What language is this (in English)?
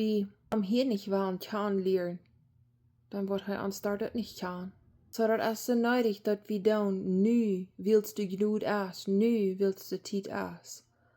Plautdietsch